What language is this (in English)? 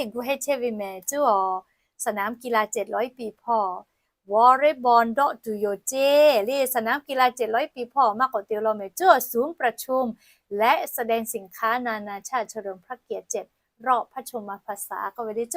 Lahu